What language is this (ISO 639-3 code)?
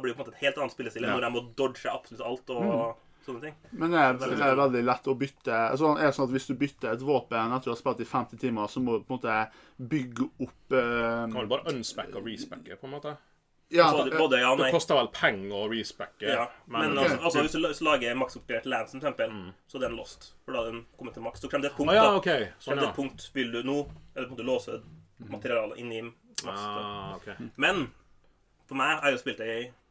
nor